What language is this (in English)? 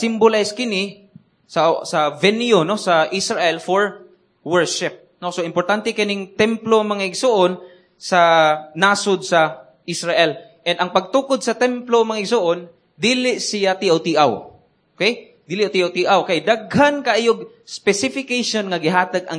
Cebuano